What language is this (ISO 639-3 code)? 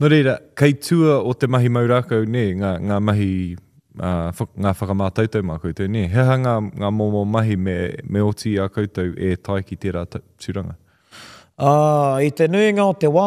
mri